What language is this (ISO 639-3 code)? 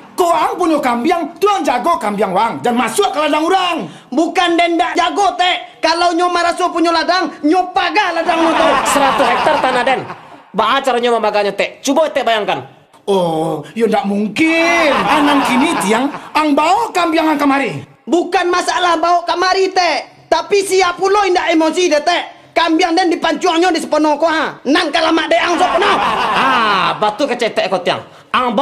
min